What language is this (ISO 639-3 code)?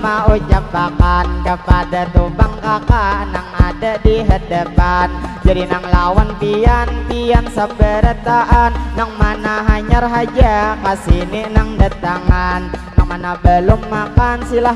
bjn